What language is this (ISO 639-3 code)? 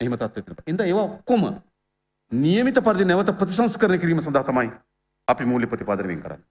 sin